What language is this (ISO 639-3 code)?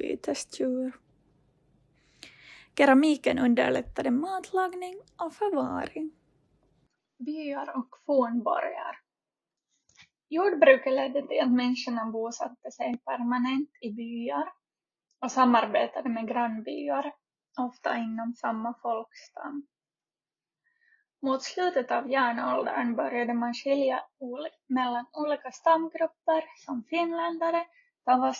swe